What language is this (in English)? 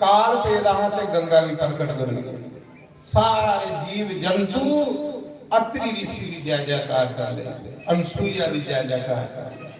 Dogri